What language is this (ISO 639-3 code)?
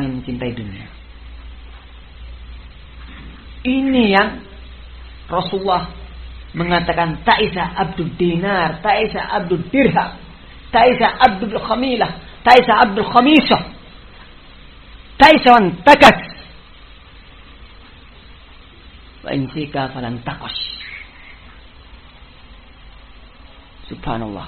ind